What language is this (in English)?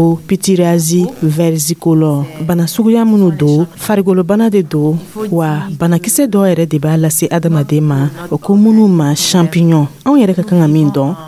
Dyula